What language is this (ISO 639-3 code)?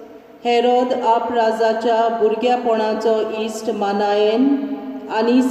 kok